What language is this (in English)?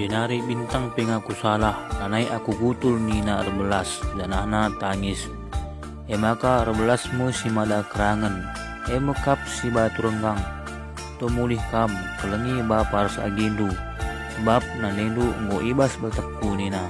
Batak Karo